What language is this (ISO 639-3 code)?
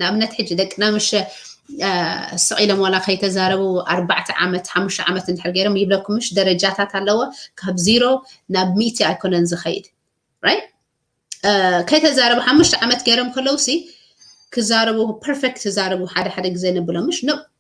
tir